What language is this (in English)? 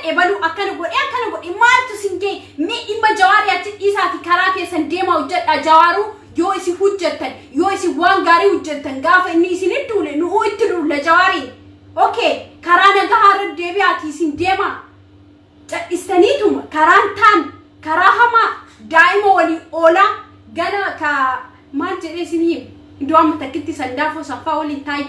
Oromo